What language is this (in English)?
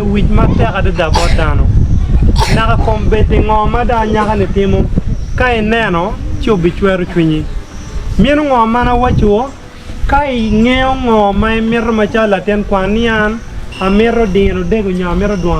Acoli